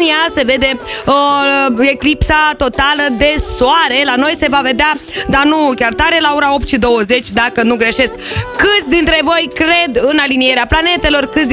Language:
Romanian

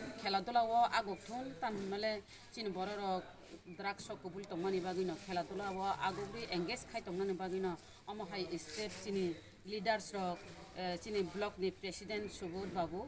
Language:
Kok Borok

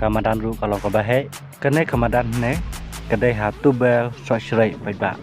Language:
Khasi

